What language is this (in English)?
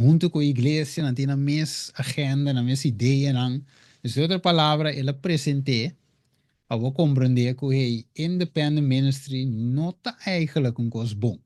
Papiamento